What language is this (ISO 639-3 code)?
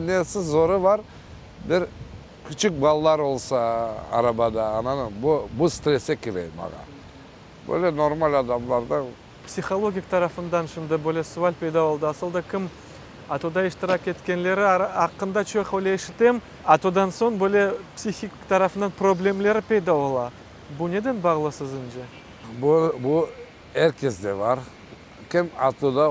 crh